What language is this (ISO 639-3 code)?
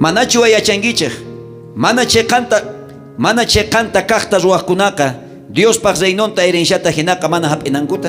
quh